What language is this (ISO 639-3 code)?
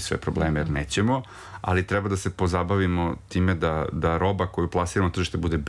srp